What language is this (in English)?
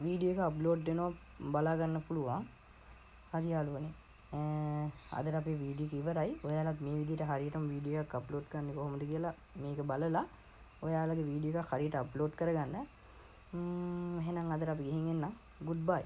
Sinhala